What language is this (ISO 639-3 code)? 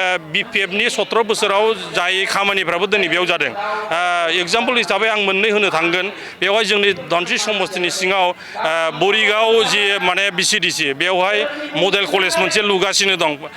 brx